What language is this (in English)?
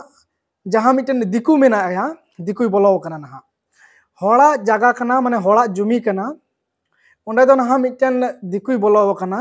Santali